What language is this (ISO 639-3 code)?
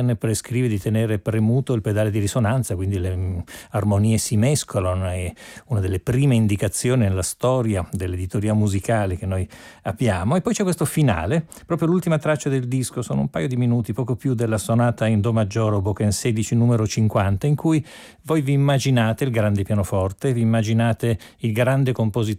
ita